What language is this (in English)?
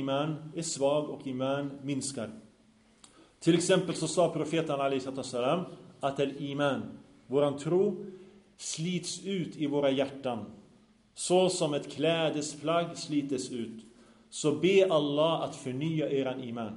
Swedish